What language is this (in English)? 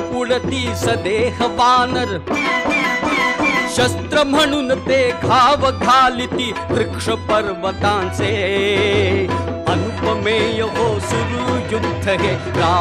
Marathi